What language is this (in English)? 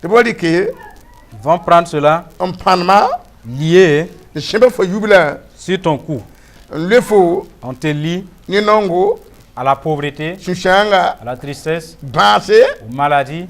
Mossi